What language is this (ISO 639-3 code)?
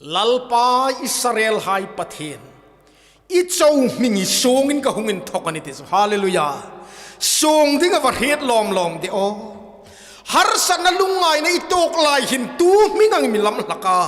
hmr